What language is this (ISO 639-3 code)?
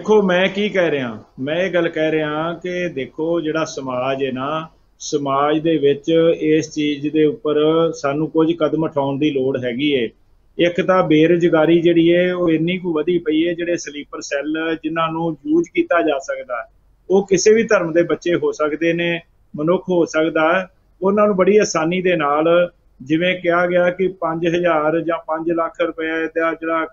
pan